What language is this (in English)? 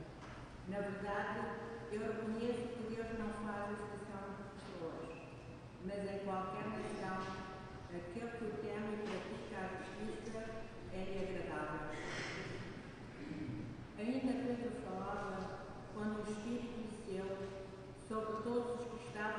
Portuguese